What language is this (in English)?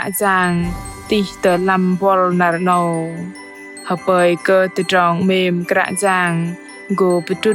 Bahnar